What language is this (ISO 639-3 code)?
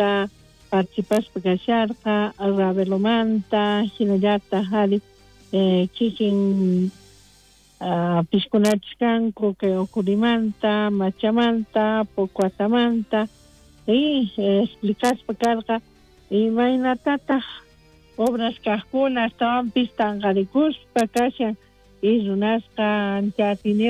quh